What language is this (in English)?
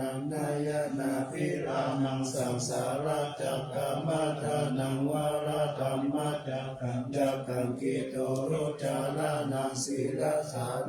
Pali